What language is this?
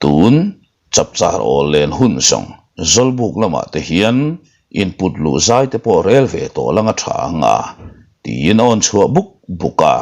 Mizo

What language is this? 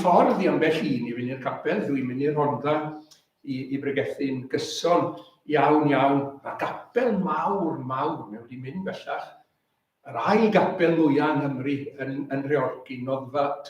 Welsh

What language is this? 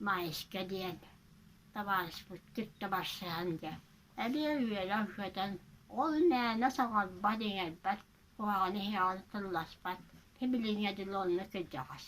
Yakut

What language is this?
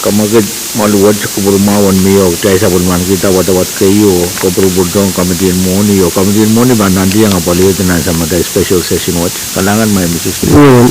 Pohnpeian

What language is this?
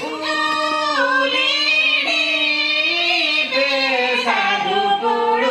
Santali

